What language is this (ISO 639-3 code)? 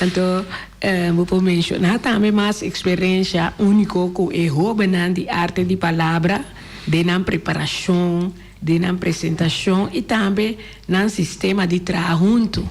pap